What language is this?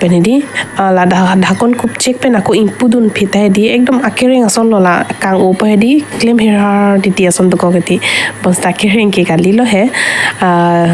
Karbi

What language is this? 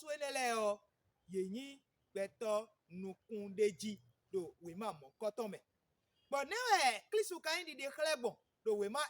Fon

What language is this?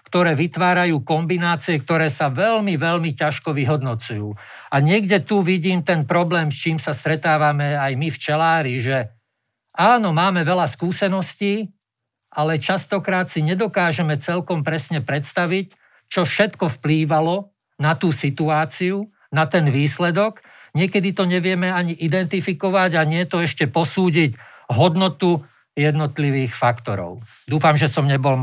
Slovak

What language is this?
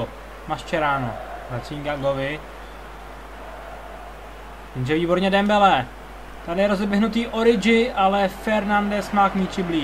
Czech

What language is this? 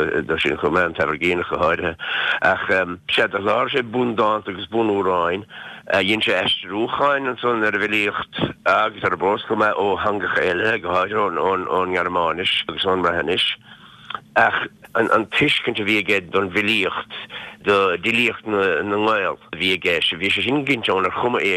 Irish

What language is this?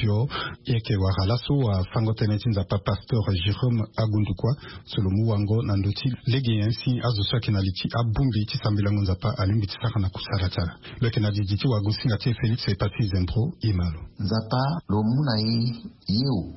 Sango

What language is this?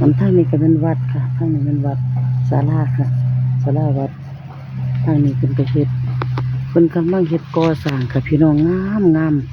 Northeastern Thai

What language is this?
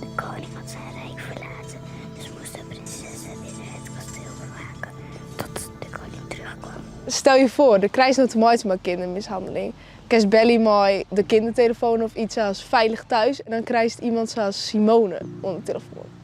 Western Frisian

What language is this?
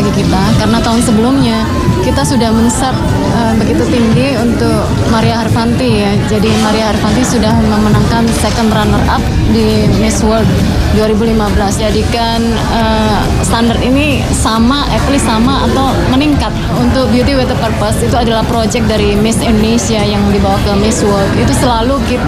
Indonesian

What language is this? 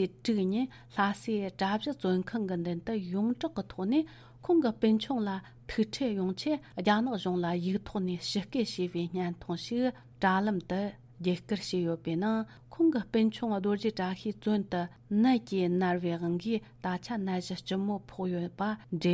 Tibetan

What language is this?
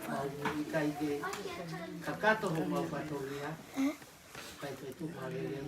Tongan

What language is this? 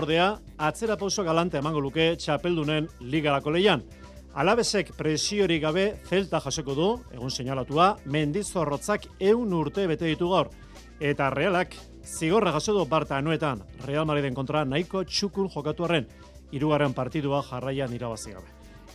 Basque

